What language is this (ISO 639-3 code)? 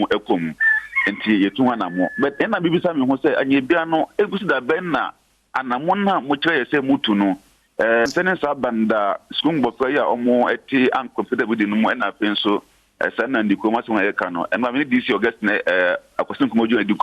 aka